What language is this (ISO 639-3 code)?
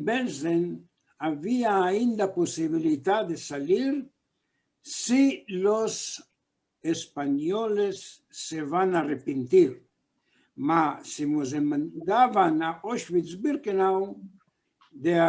lad